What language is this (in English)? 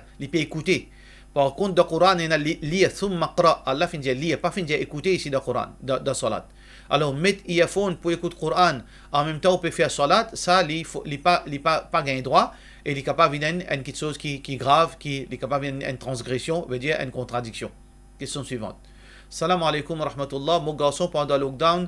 Morisyen